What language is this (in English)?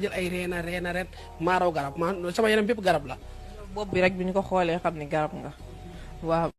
Wolof